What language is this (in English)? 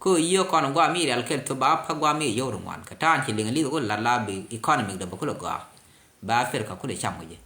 Nuer